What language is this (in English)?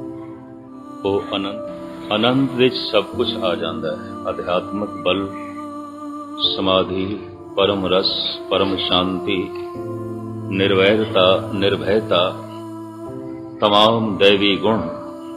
Punjabi